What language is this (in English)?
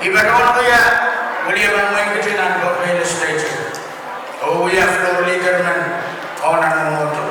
Pohnpeian